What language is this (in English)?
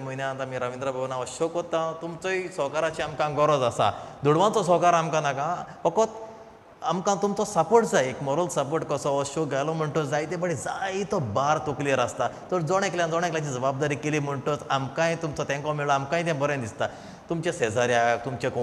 Konkani